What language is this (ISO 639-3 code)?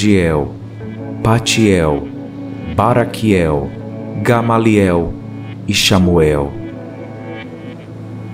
por